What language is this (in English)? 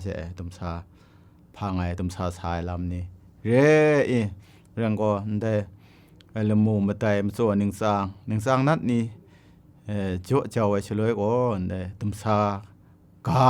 Kachin